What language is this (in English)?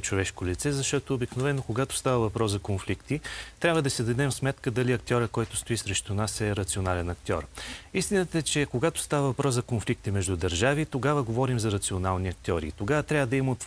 Bulgarian